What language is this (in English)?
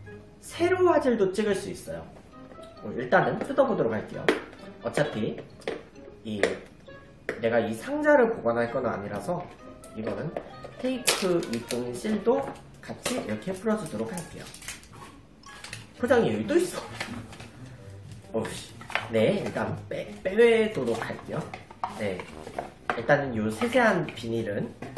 Korean